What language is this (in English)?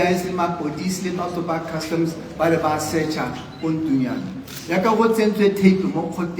Tswana